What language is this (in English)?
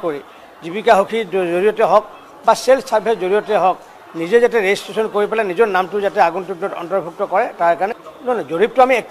Assamese